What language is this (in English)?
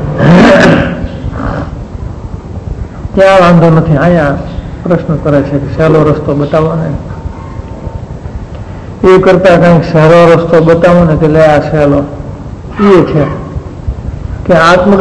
Gujarati